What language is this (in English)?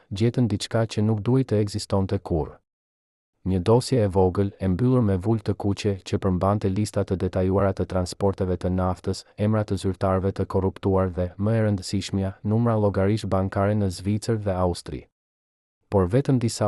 Albanian